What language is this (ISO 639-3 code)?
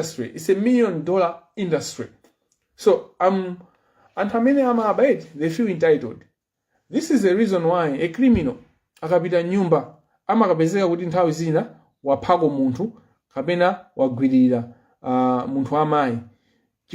nya